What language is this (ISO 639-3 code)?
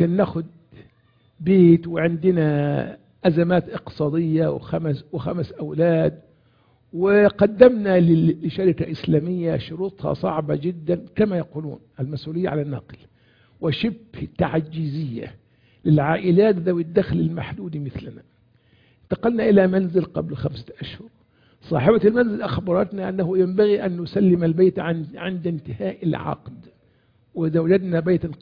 ara